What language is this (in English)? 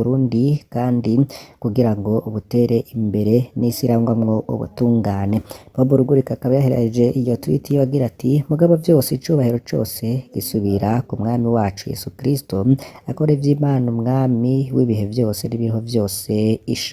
Rundi